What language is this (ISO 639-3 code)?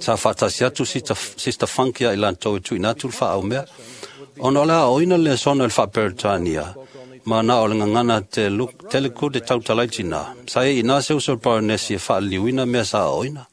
smo